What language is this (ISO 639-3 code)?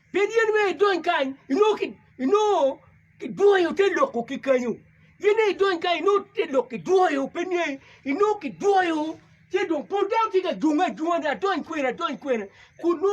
ach